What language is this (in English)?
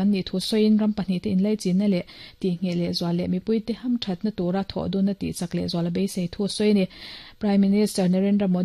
Mizo